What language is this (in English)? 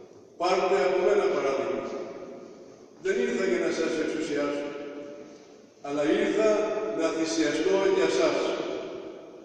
Greek